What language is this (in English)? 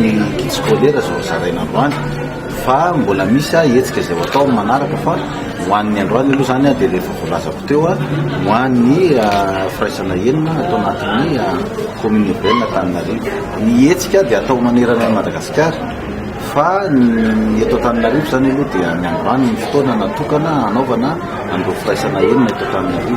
Malagasy